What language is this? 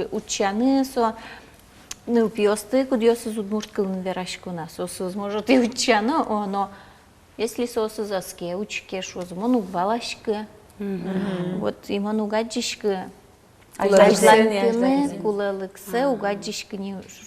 Udmurt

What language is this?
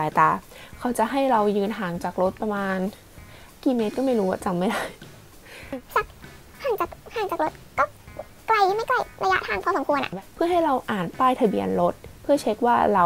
Thai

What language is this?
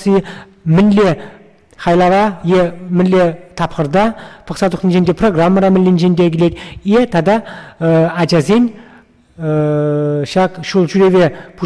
Chuvash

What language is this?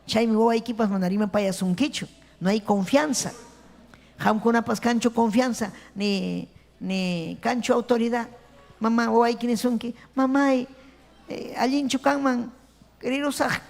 Ayacucho Quechua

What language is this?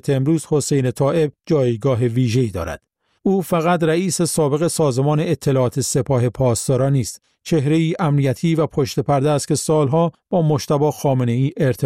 Persian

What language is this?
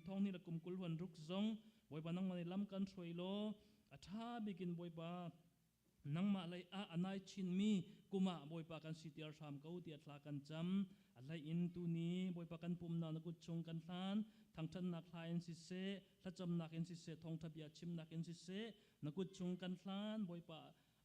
Hakha Chin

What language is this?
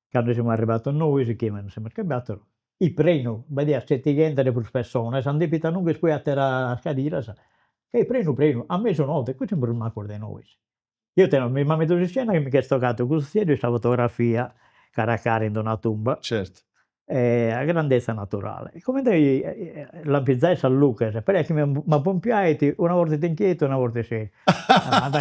Sardinian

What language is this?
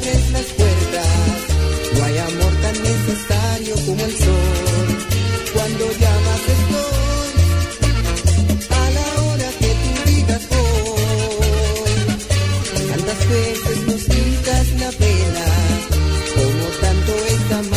Spanish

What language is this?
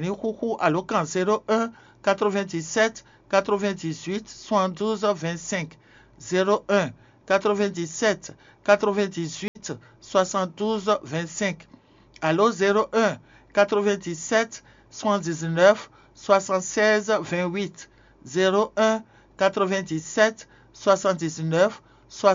Fon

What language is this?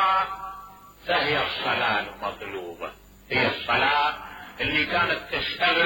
Mesopotamian Arabic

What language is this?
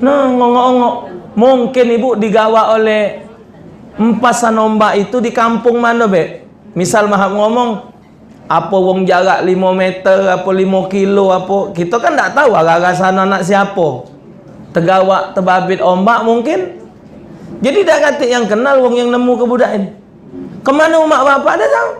Musi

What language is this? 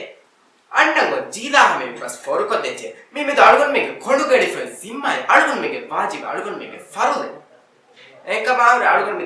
Divehi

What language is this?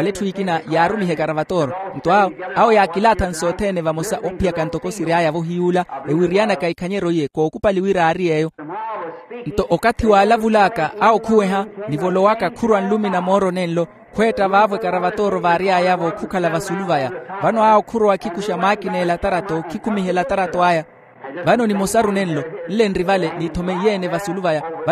Makhuwa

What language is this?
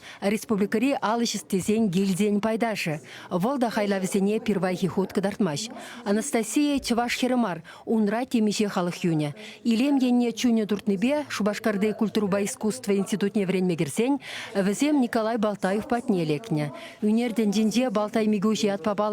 Chuvash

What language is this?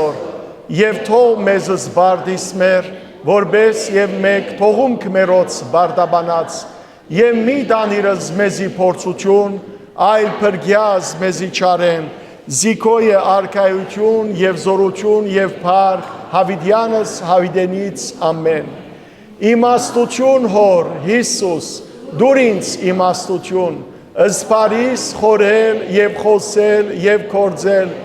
Western Armenian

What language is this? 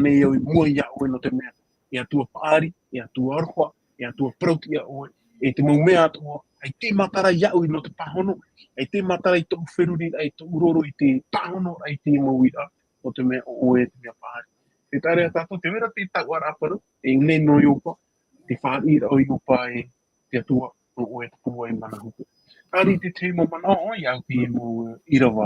Tahitian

